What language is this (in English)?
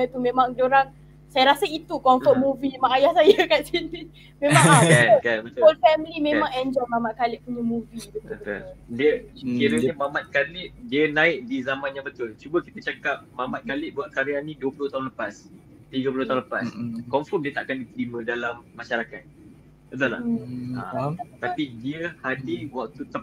Malay